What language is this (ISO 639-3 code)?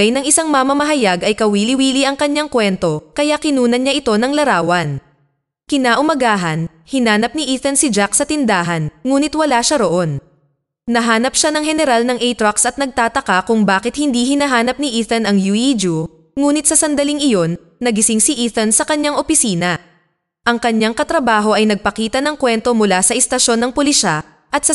fil